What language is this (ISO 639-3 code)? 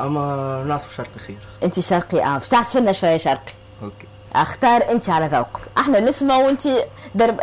aeb